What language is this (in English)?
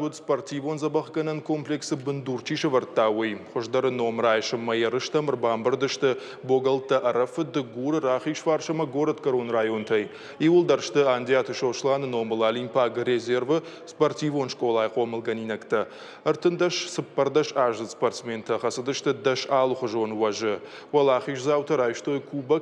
Ossetic